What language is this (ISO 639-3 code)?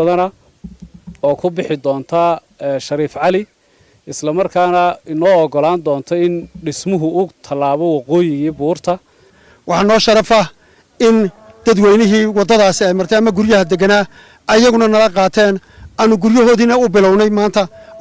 som